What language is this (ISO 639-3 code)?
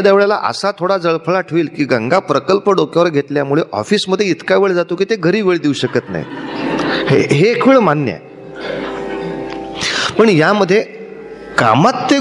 mar